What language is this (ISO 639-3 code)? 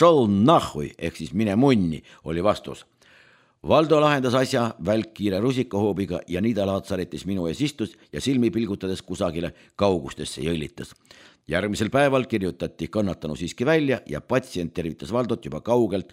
est